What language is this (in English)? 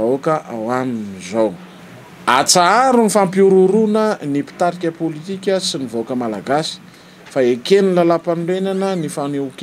Malagasy